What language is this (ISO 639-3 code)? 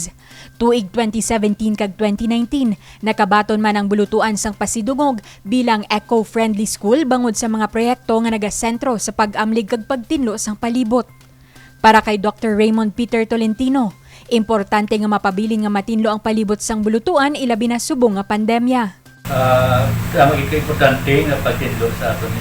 hil